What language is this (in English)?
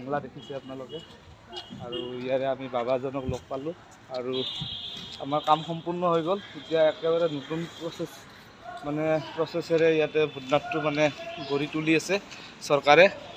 Assamese